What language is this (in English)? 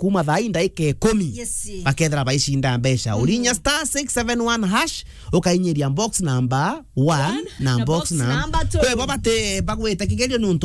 Meru